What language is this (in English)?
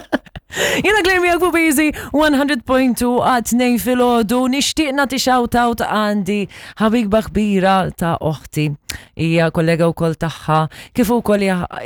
Maltese